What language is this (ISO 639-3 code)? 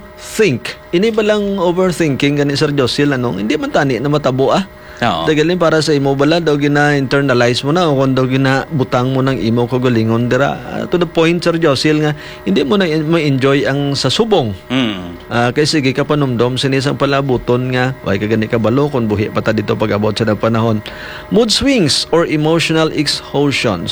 hil